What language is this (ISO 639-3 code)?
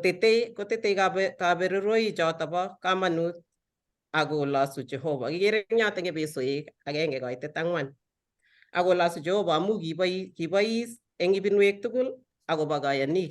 kln